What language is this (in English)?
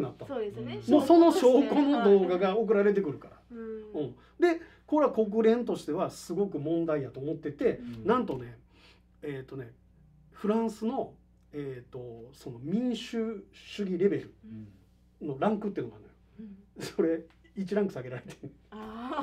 Japanese